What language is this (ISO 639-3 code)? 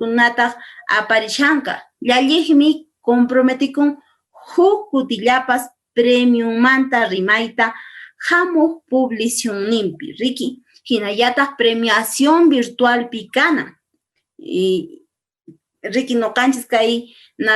que